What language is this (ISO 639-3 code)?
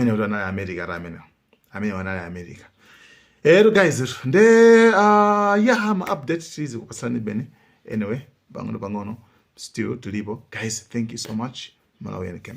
nya